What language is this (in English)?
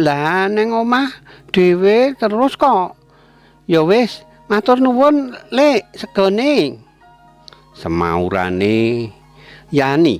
Javanese